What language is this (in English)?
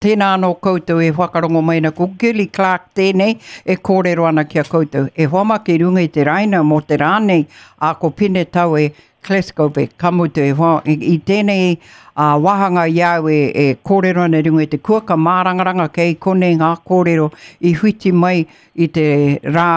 Māori